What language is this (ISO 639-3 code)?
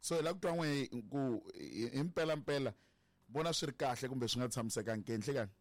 tso